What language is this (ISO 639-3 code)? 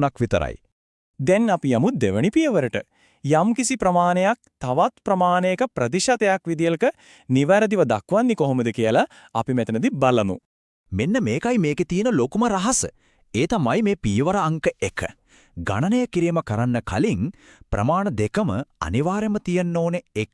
sin